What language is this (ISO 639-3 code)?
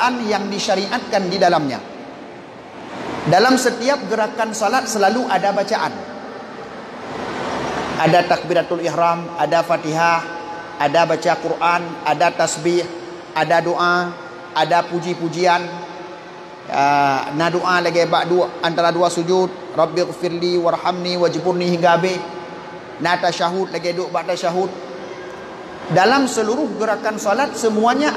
ace